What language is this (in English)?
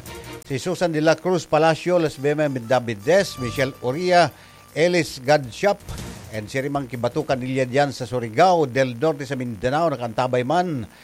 Bikol